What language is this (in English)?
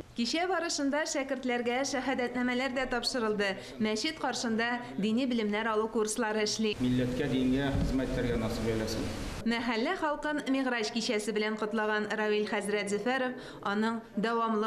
Tatar